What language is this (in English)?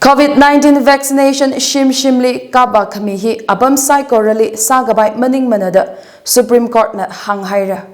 Tangkhul Naga (India)